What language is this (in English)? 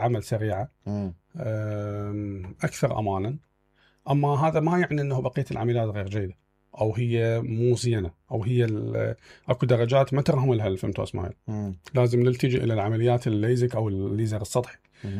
Mesopotamian Arabic